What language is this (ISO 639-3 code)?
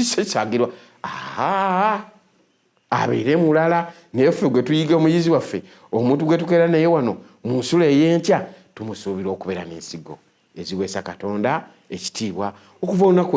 lug